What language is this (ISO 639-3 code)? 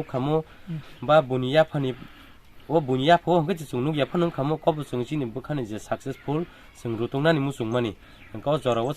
trp